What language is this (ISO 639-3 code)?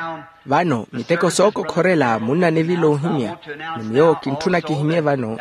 vmw